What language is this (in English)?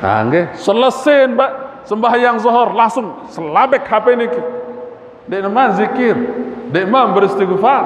Sasak